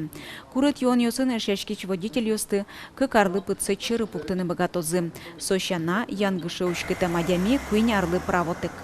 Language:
Udmurt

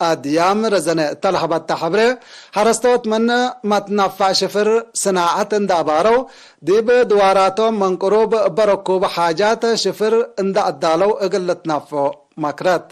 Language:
Tigre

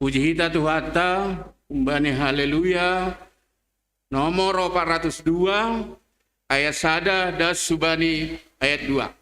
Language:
Batak Simalungun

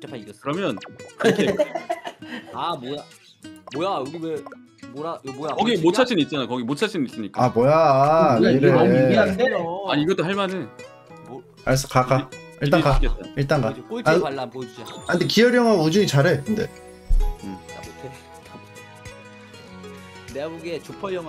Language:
Korean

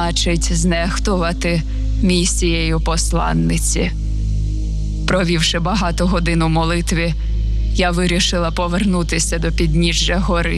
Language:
Ukrainian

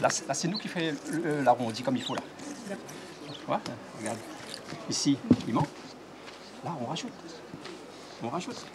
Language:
Réunion Creole French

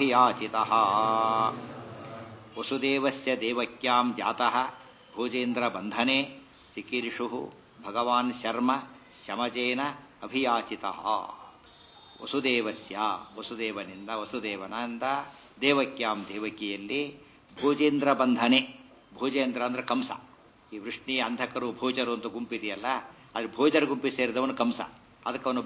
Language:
Kannada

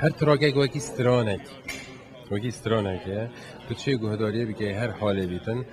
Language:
Kurdish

